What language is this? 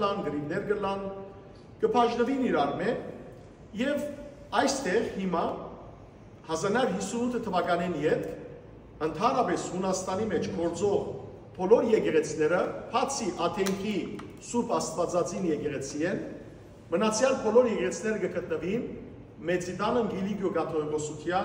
Western Armenian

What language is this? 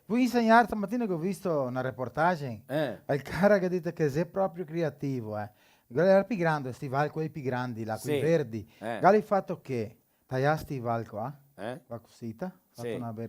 Venetian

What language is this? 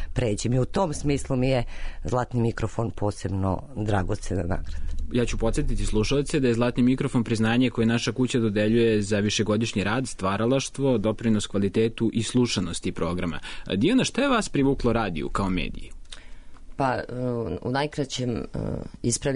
Serbian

